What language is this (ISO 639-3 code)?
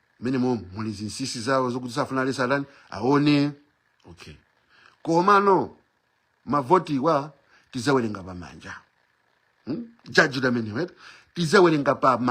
nya